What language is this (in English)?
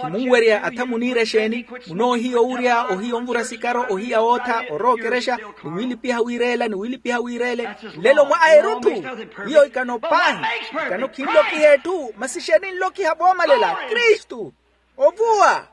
Makhuwa